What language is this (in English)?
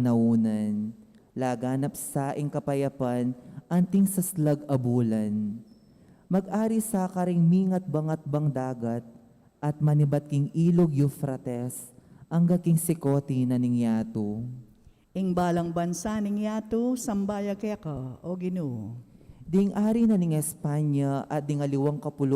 Pampanga